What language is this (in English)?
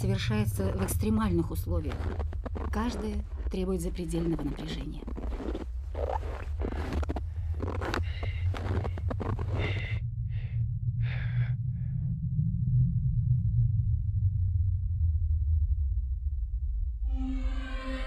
Russian